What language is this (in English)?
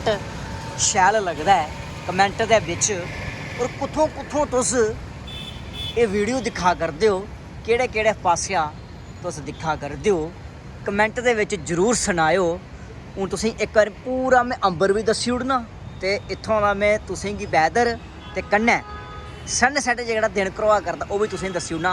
Dogri